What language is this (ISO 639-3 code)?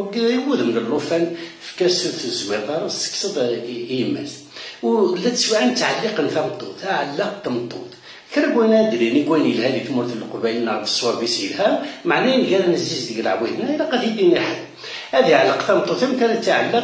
kab